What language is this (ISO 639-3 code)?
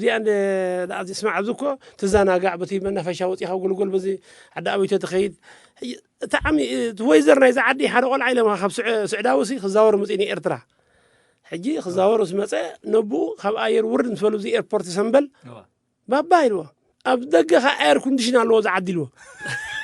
tir